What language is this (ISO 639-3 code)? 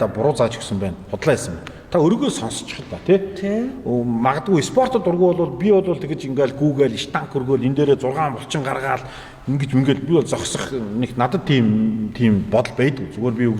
mon